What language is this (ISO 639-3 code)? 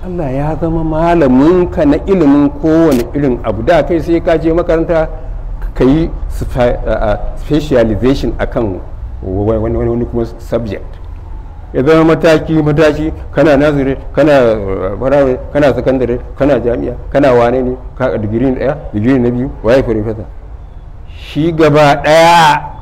hau